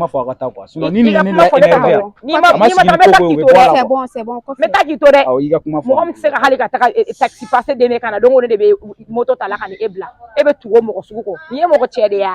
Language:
Bambara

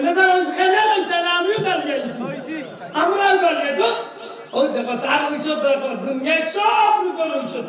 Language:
Sylheti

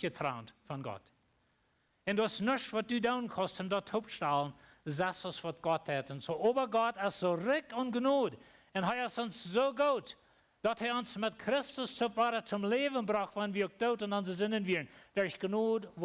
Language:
Plautdietsch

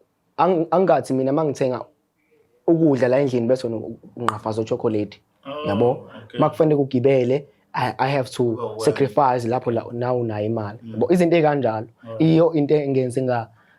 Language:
Zulu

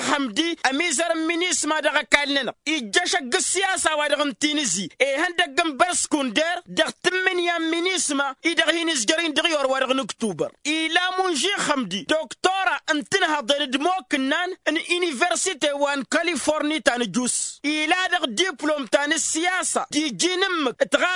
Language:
Tamasheq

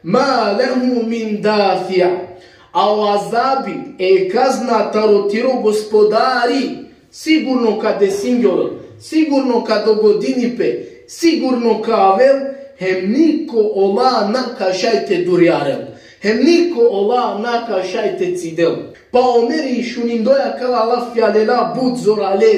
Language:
Balkan Romani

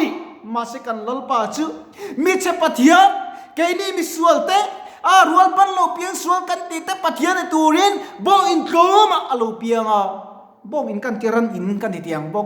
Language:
Mizo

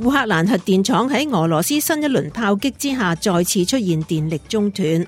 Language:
Cantonese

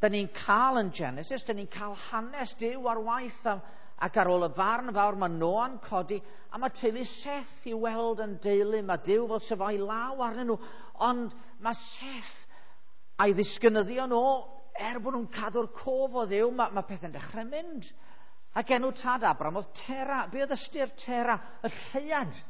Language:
Welsh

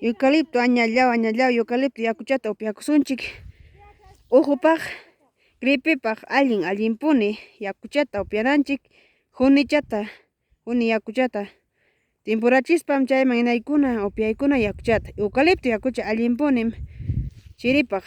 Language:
Ayacucho Quechua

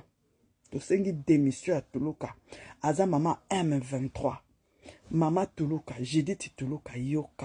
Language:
Lingala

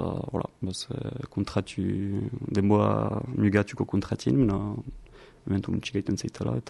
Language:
Basque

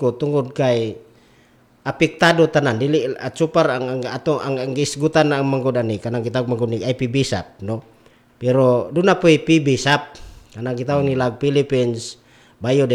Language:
Cebuano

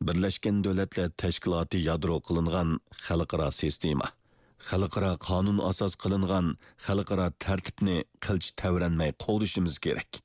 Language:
Uyghur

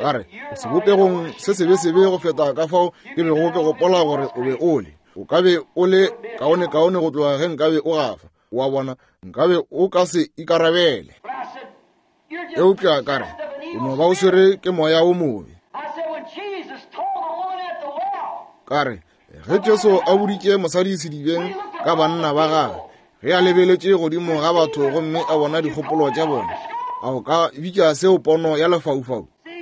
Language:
Northern Sotho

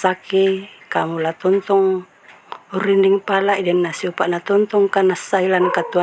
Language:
Toraja-Sa'dan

